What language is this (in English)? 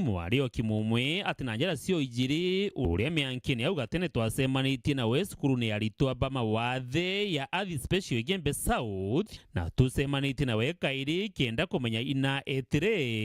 Meru